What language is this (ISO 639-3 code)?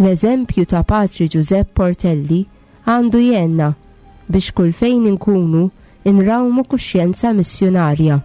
mlt